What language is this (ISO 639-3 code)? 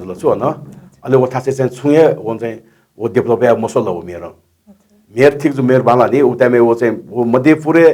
new